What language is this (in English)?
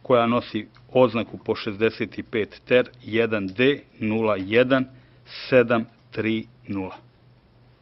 Croatian